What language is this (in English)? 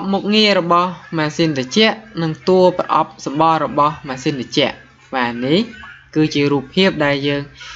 Khmer